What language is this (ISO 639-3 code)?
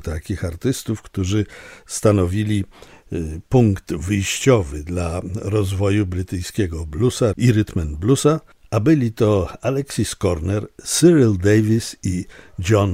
pol